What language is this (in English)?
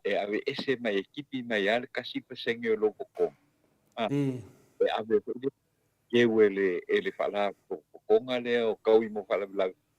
Samoan